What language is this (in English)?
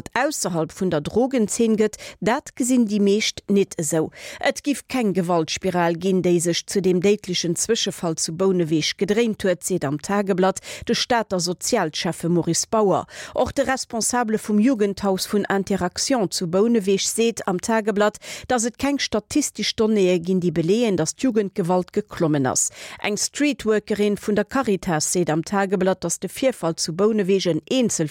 Luxembourgish